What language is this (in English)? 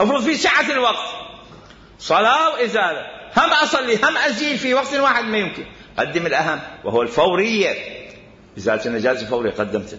Mesopotamian Arabic